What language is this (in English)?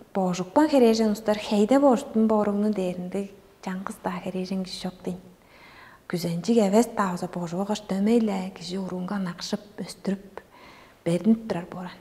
Tuvinian